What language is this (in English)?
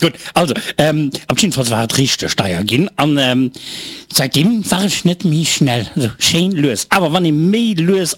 Luxembourgish